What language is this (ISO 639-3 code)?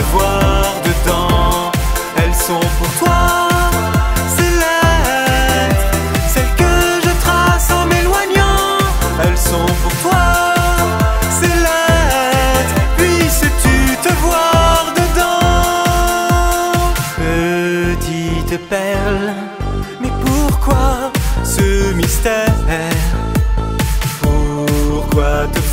fra